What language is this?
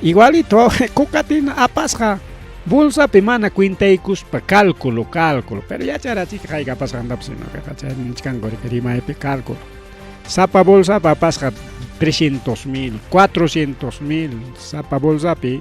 Ayacucho Quechua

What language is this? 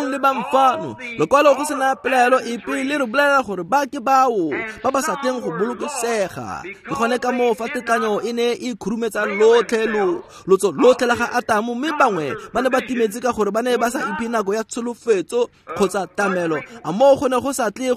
Tswana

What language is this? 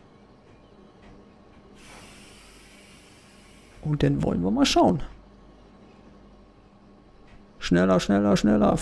German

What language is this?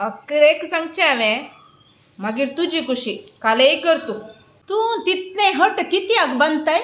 Konkani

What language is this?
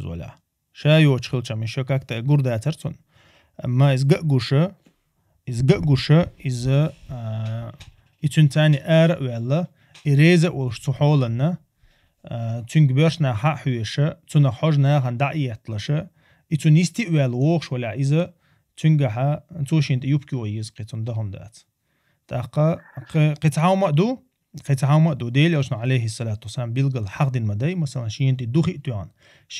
Chechen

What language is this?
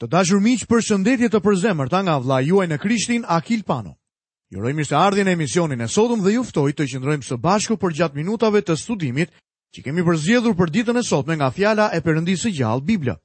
Albanian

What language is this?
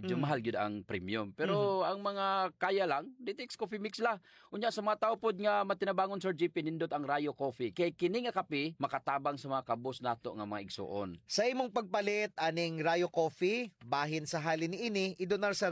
Cebuano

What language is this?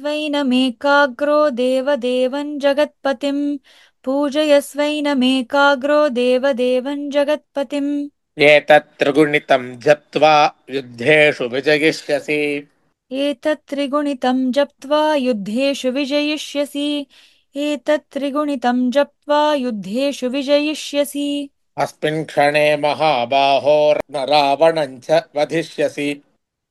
Sanskrit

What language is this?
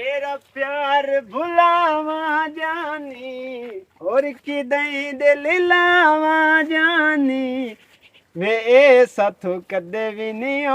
Western Panjabi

